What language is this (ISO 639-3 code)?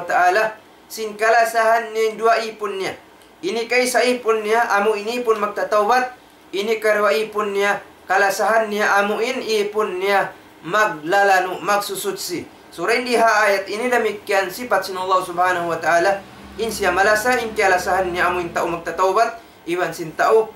tsg